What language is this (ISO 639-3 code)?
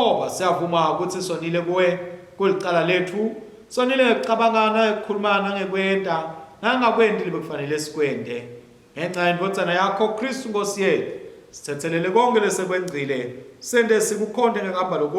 ssw